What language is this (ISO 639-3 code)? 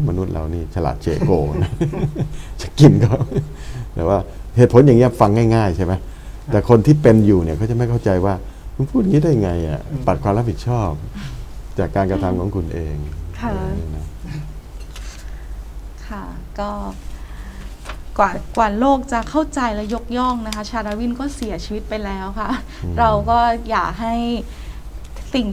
tha